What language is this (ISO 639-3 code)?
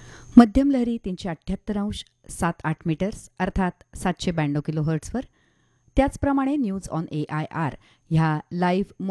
mar